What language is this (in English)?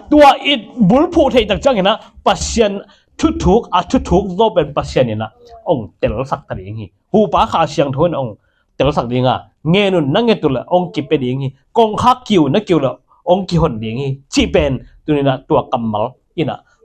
Tedim Chin